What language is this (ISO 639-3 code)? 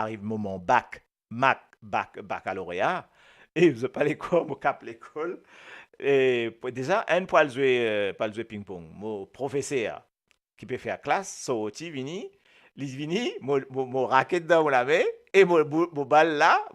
mfe